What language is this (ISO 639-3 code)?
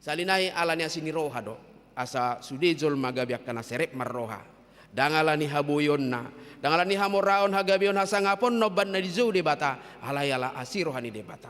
bbc